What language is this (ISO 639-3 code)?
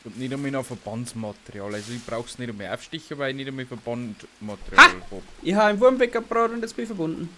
bar